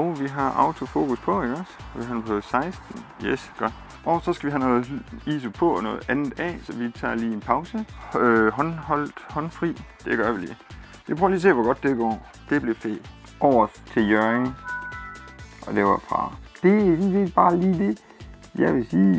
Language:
Danish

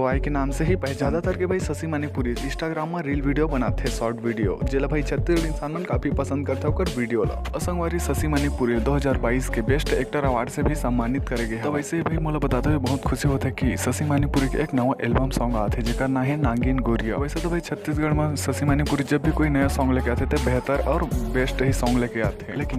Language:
Chhattisgarhi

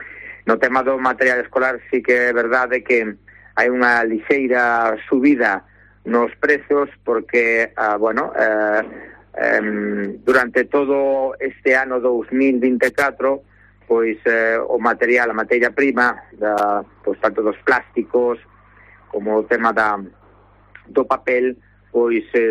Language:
Galician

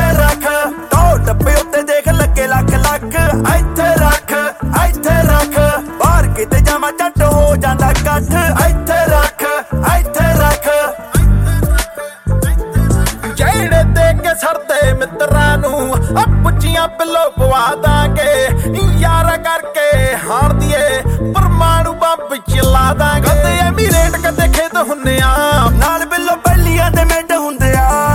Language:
Punjabi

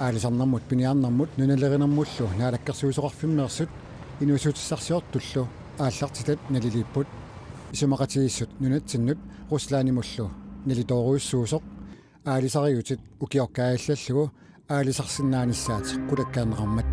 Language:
Kalaallisut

